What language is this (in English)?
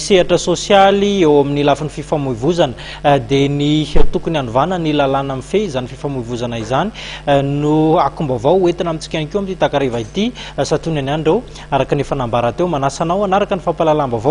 Malagasy